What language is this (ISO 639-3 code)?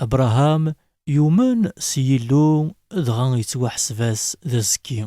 kab